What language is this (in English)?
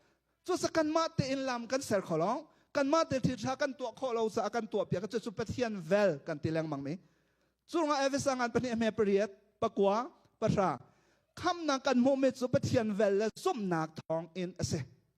Hakha Chin